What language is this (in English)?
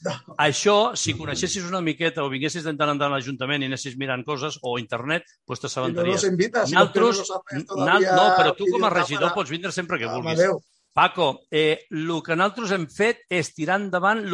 Catalan